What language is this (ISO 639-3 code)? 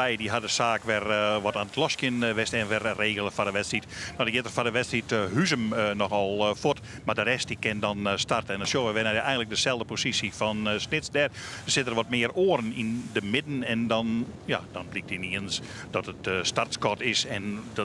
fry